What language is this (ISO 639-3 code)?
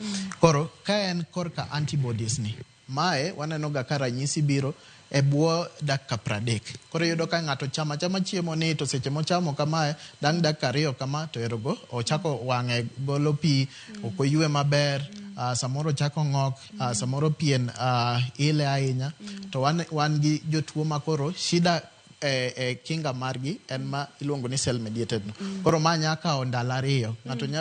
luo